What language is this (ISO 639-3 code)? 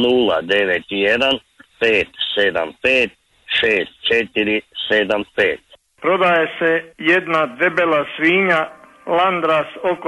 hrv